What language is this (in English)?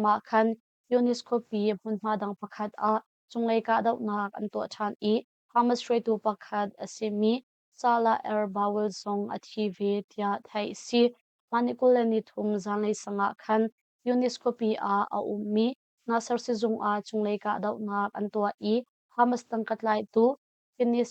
Hakha Chin